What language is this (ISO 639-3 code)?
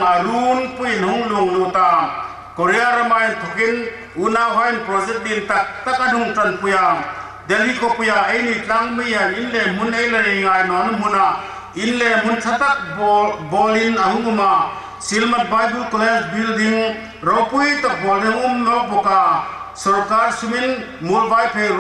hmr